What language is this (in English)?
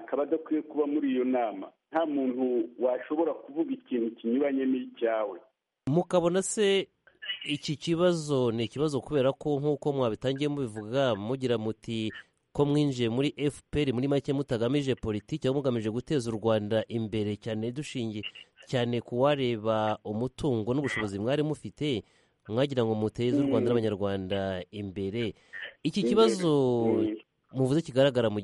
Kinyarwanda